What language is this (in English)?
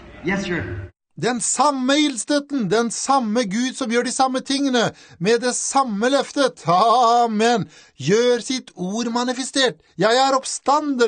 Norwegian